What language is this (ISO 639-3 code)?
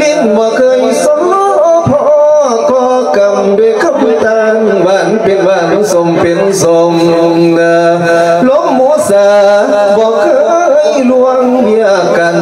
lao